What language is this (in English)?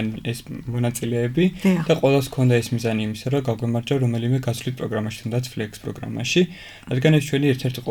Georgian